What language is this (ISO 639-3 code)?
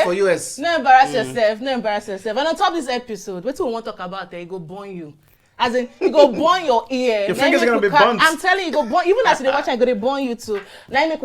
pcm